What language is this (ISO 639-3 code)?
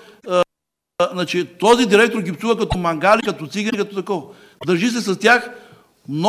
bul